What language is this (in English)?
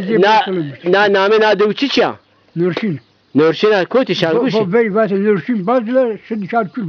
Zaza